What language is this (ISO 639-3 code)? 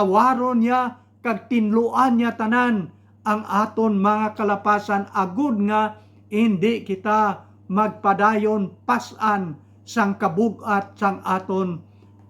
hil